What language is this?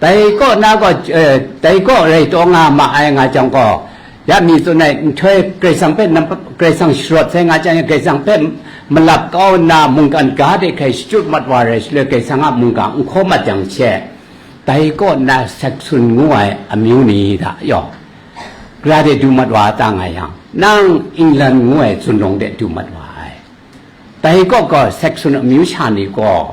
Kachin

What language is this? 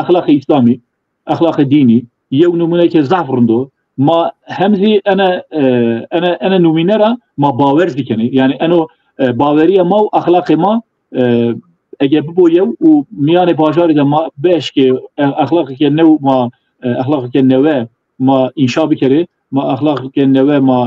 Zaza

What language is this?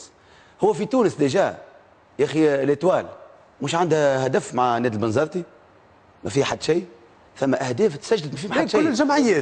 Tunisian Arabic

